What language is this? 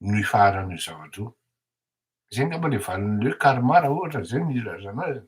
Malagasy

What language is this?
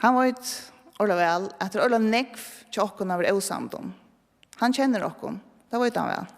Faroese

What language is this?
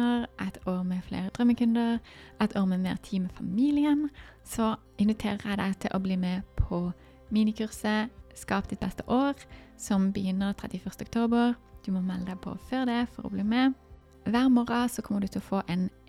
Norwegian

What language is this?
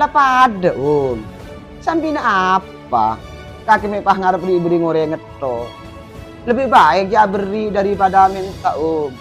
Madurese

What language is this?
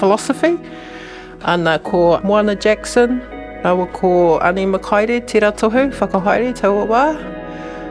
Māori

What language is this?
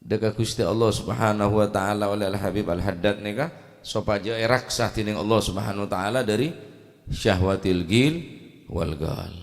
Madurese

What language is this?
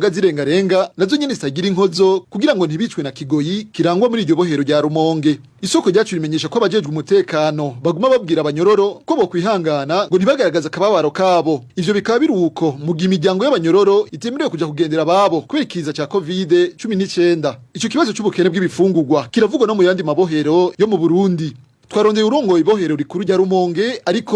Rundi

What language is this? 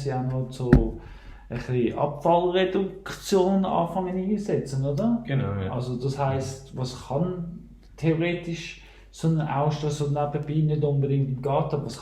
Swiss German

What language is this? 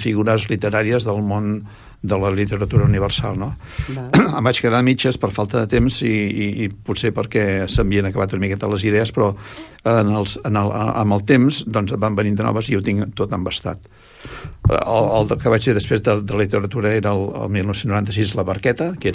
Catalan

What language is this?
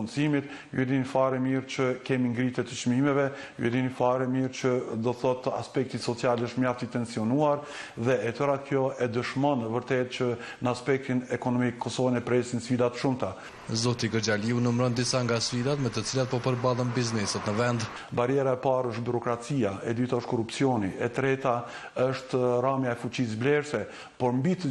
Albanian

